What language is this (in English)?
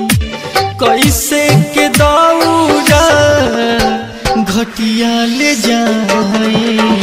Bhojpuri